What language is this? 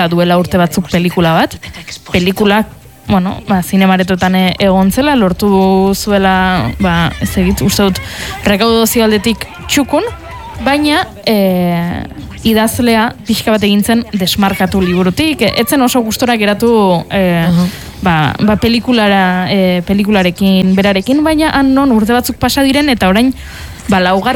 Basque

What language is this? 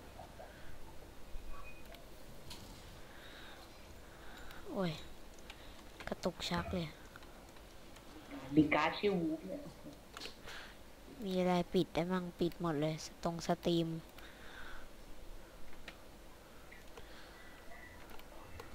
Thai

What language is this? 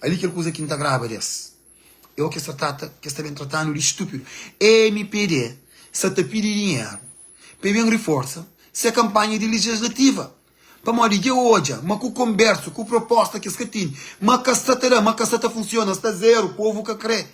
Kabuverdianu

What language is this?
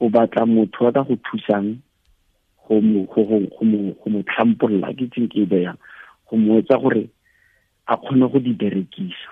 Tswana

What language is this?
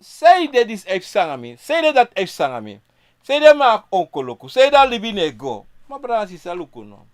Sranan Tongo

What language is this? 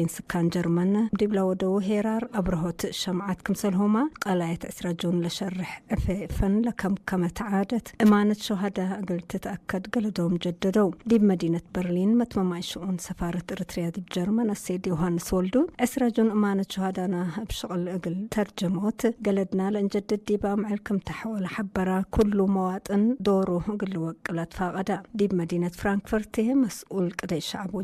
Tigre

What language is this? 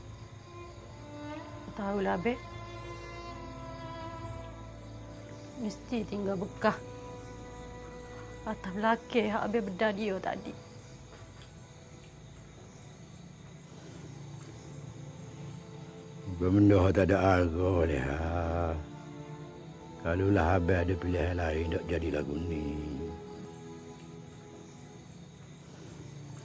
Malay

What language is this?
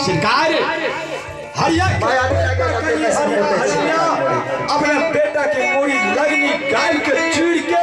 Maithili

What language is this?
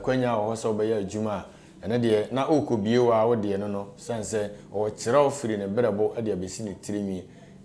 Akan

